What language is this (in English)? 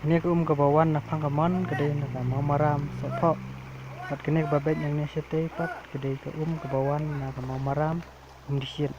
Khasi